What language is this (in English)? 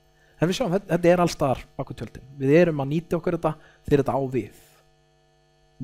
Icelandic